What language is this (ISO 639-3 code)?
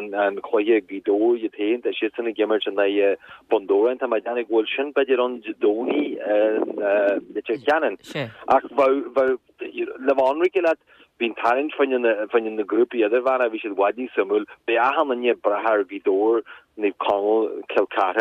gle